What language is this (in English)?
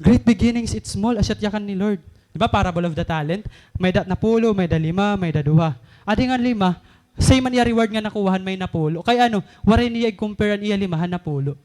Waray